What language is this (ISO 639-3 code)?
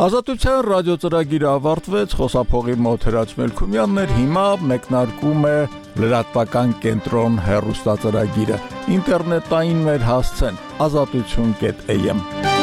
hye